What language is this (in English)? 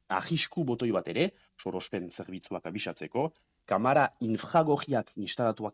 Basque